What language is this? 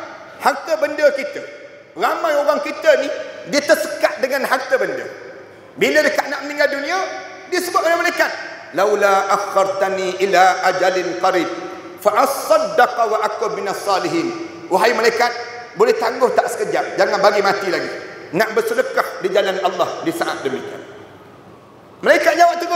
Malay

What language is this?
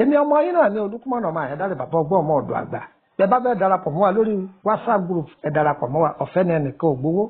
Yoruba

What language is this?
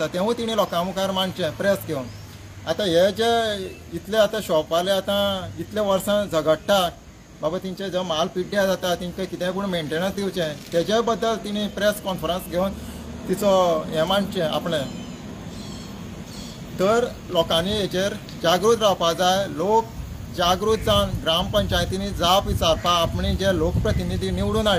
Konkani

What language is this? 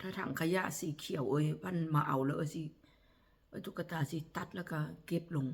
Northeastern Thai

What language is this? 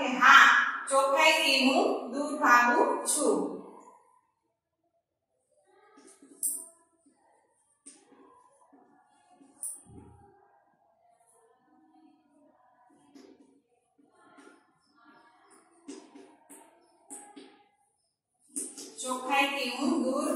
Gujarati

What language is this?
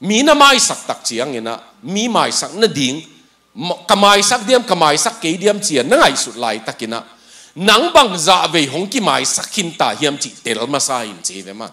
Tedim Chin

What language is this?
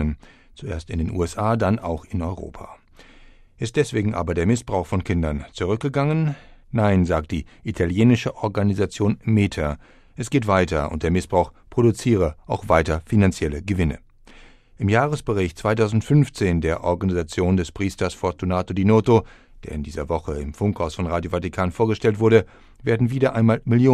German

